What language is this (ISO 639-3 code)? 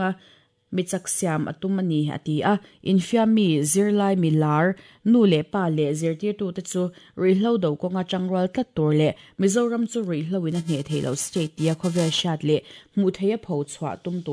lus